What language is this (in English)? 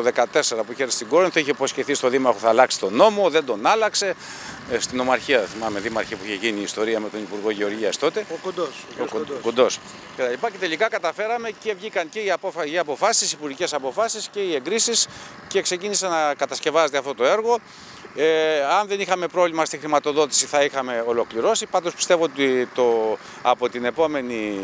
Greek